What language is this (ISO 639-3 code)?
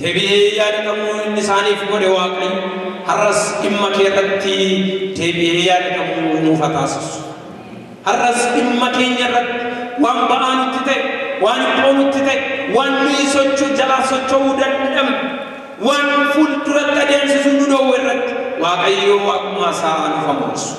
orm